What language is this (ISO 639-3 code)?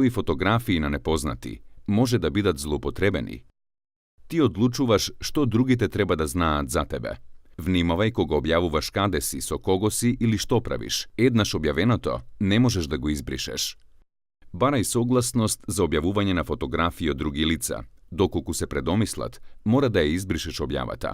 mkd